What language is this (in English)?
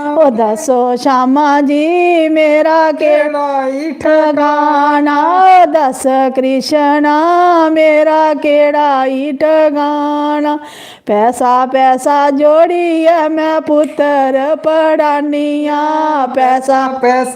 Dogri